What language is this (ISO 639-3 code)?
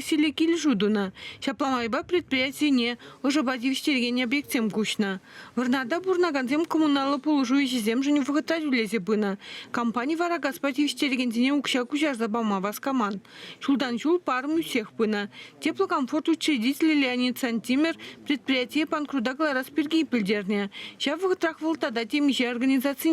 chv